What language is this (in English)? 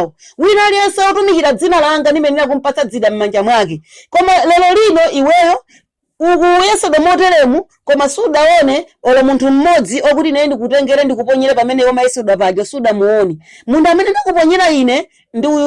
Nyanja